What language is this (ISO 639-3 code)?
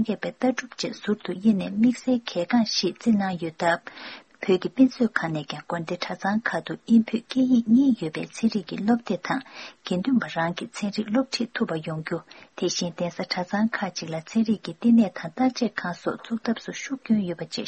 bod